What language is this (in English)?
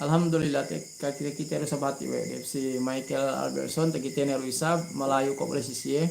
Yakan